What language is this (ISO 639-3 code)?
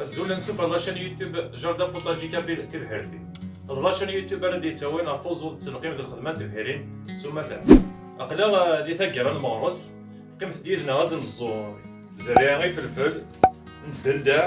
kab